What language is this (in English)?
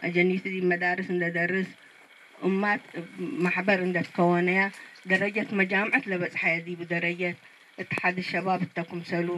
Tigre